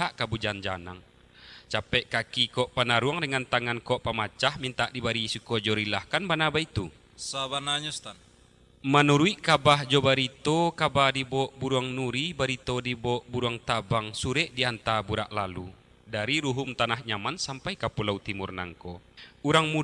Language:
Minangkabau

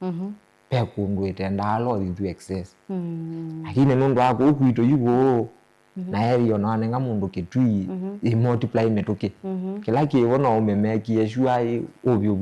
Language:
Kamba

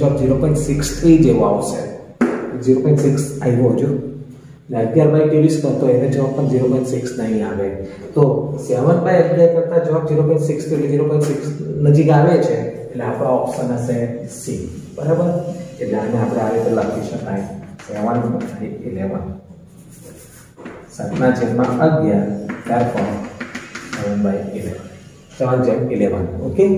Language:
Gujarati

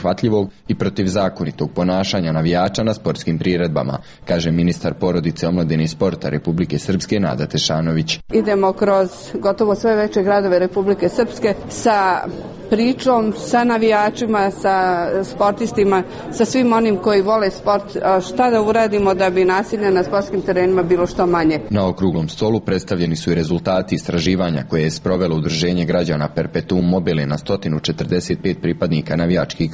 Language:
Bosnian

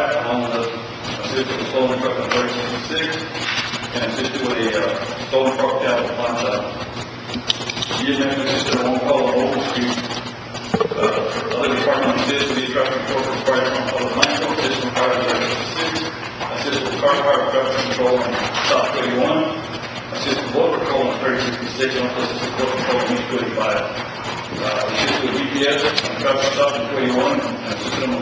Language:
English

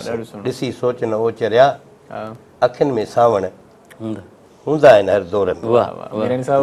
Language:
Sindhi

